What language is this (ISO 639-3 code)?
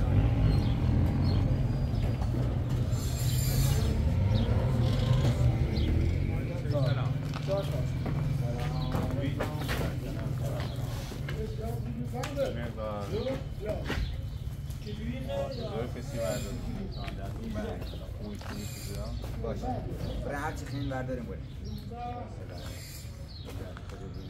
fas